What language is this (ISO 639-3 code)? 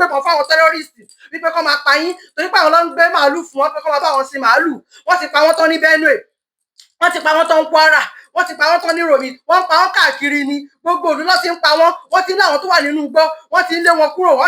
yor